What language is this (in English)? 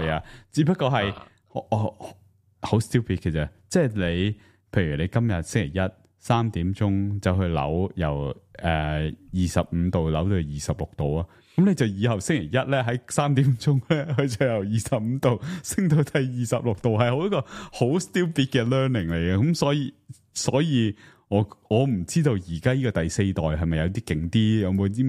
Cantonese